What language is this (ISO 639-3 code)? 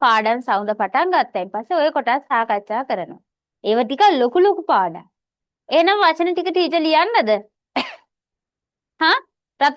sin